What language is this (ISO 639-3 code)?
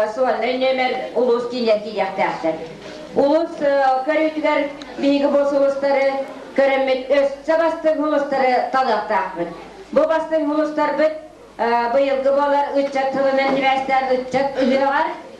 sah